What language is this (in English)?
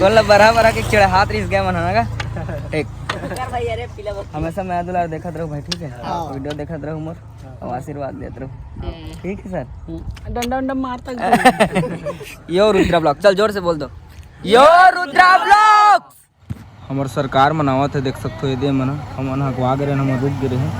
Chhattisgarhi